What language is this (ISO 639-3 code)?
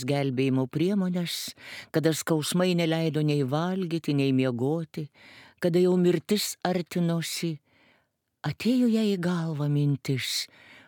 lit